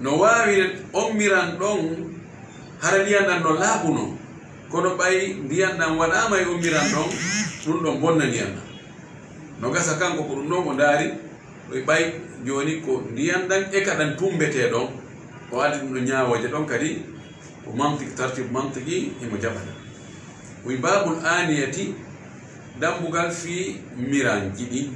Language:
Fula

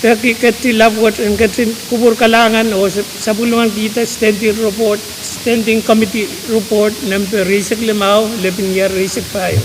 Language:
Pohnpeian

